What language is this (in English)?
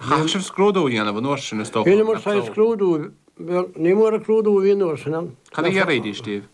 Irish